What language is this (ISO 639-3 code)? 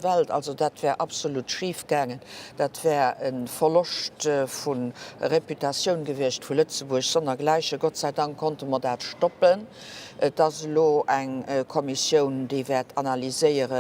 ltz